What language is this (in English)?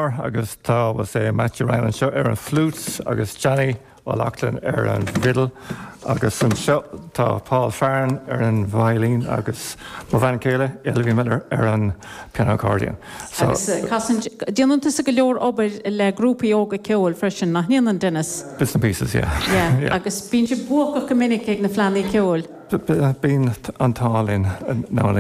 Irish